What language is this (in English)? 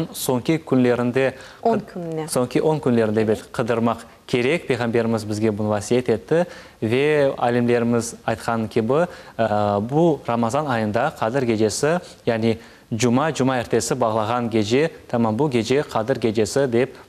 Crimean Tatar